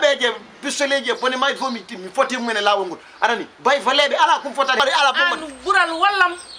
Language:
Fula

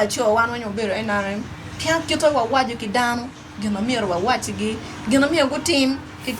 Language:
Acoli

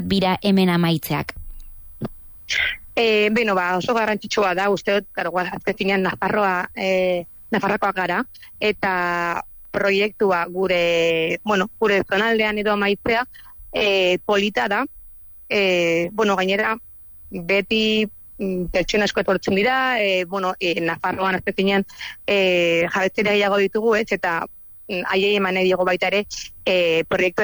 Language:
Basque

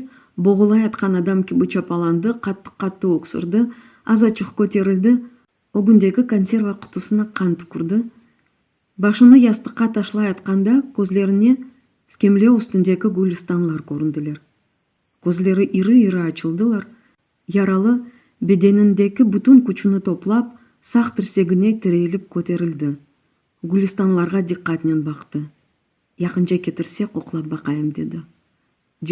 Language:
Crimean Tatar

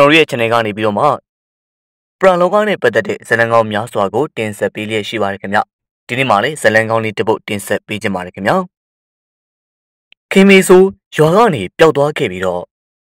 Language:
Burmese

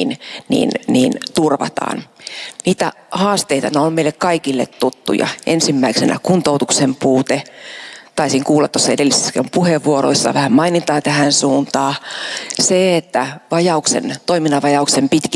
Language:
Finnish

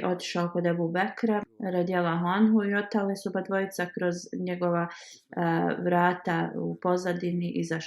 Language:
Bosnian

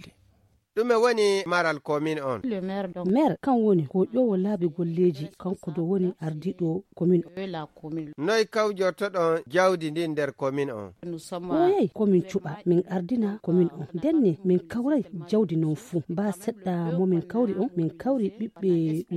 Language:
Fula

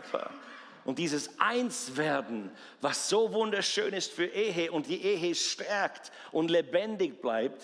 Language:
Swiss German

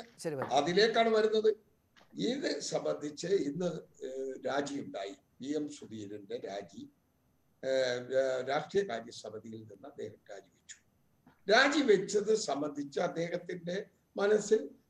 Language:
Malayalam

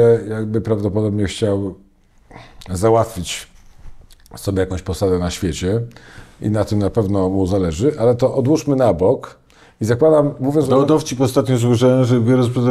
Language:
Polish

